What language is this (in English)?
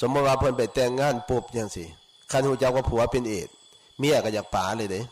Northeastern Thai